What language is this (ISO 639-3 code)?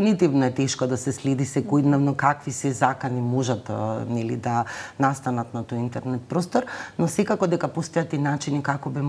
mkd